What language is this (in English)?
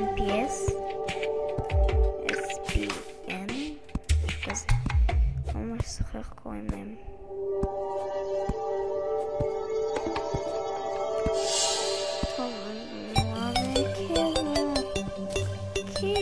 Hebrew